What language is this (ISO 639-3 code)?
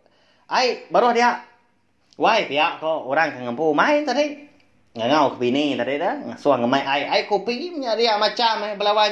iba